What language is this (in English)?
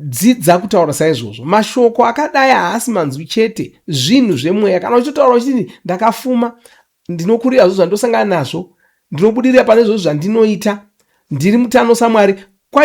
Shona